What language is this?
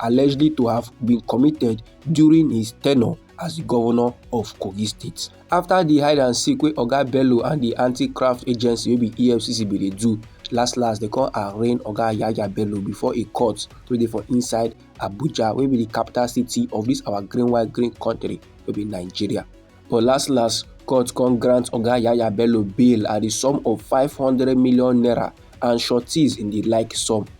Nigerian Pidgin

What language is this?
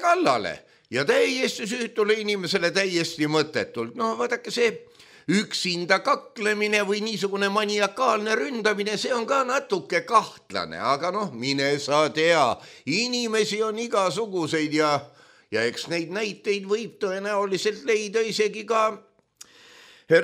Estonian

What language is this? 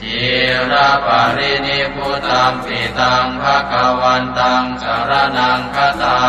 Pali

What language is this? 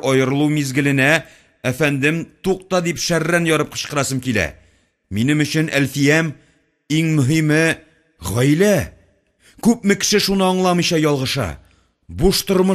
Tatar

